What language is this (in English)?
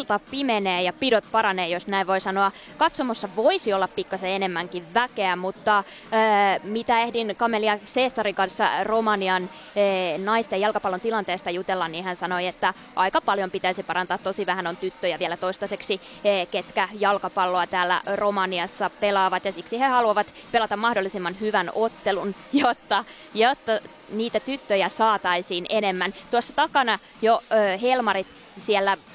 Finnish